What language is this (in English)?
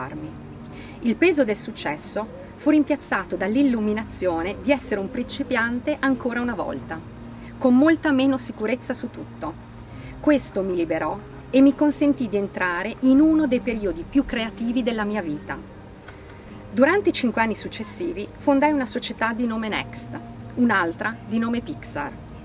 Italian